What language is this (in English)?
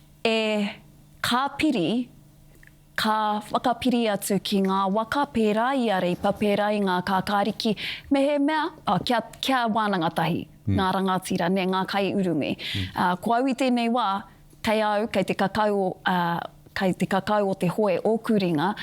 Māori